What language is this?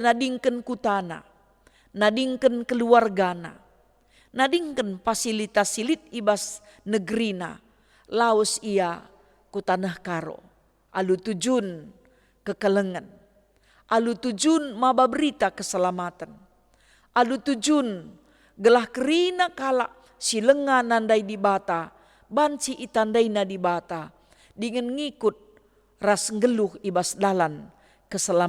Batak Karo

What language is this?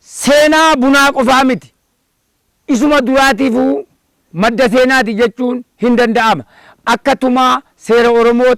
Oromo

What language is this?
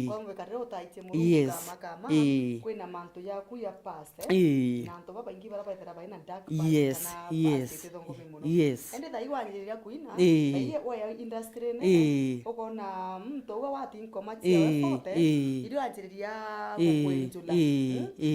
Meru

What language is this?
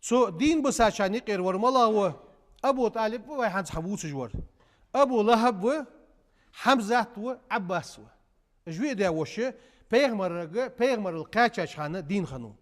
Ingush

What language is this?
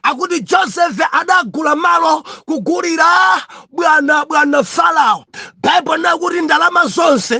Nyanja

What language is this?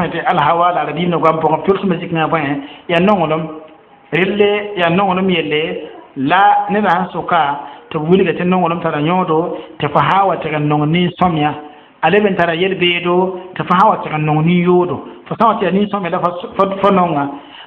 Mossi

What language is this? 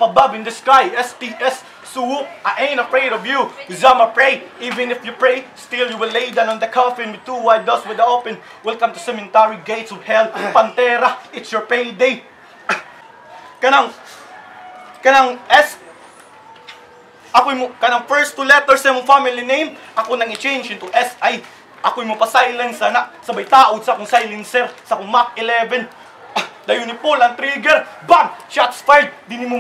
Cebuano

